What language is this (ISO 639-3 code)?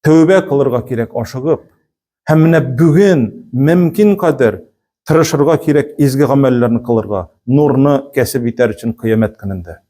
tat